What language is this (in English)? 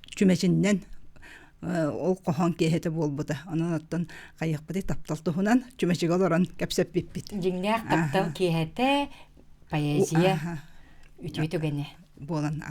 Yakut